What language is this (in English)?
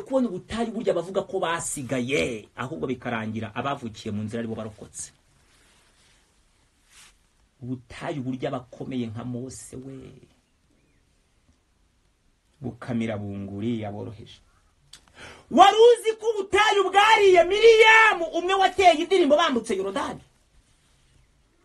Kinyarwanda